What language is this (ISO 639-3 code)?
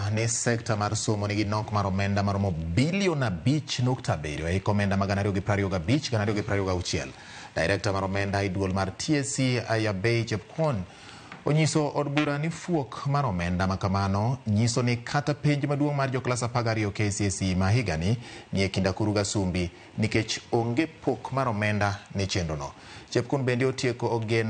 luo